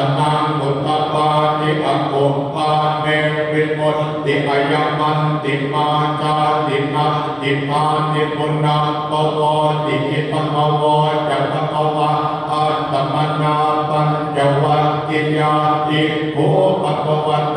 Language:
Pali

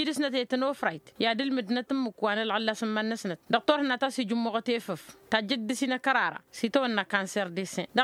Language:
Tamasheq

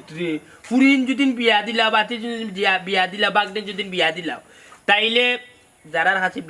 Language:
Sylheti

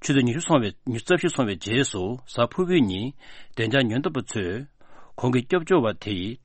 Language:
Tibetan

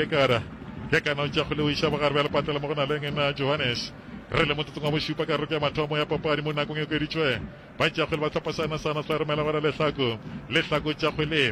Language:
Northern Sotho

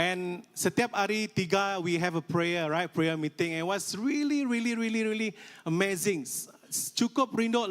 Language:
Iban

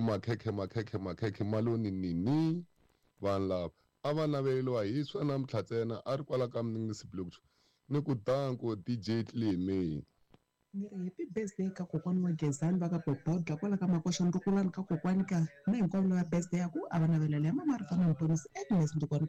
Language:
Tsonga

